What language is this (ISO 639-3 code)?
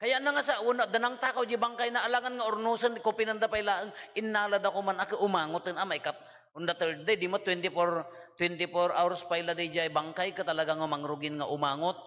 ilo